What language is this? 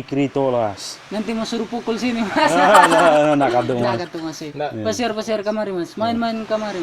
Manado Malay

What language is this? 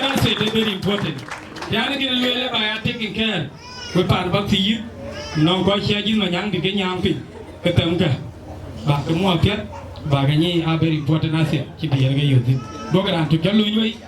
Dinka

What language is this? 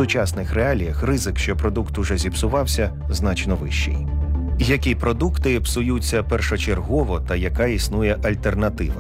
Ukrainian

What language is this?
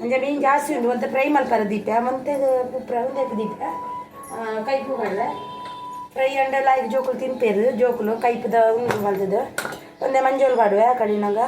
Tulu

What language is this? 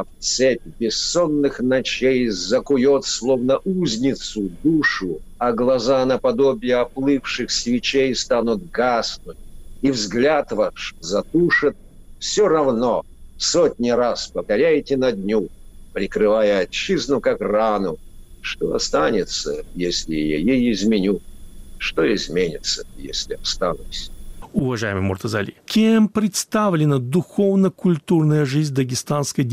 Russian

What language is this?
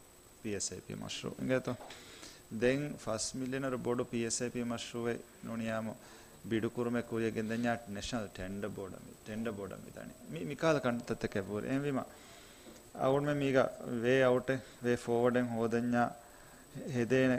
Divehi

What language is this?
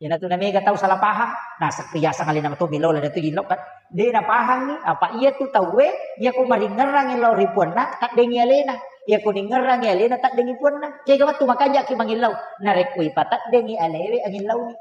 Buginese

